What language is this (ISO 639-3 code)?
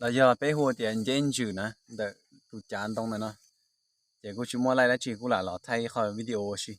hmn